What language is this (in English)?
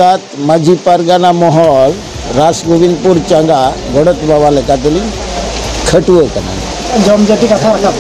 Santali